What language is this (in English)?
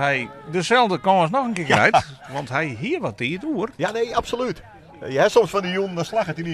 Western Frisian